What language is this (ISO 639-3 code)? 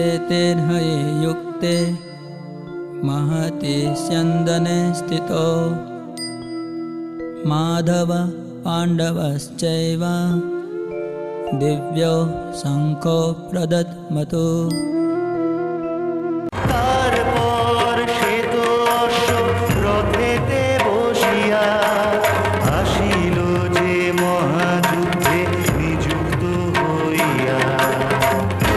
ben